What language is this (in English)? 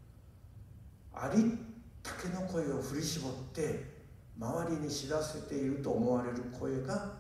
Japanese